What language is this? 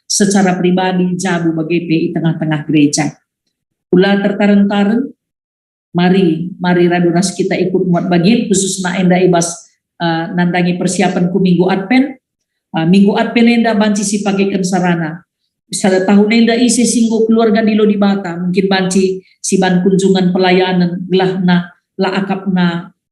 Batak Karo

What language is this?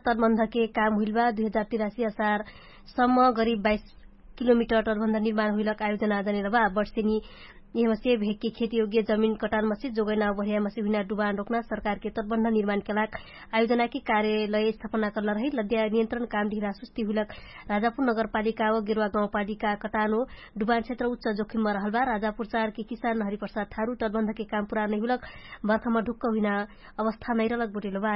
Dangaura Tharu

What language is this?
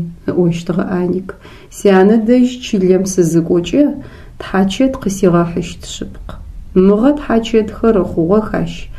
Adyghe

